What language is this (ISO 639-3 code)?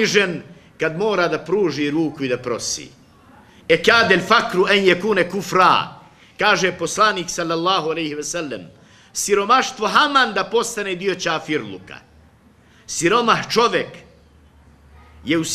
bos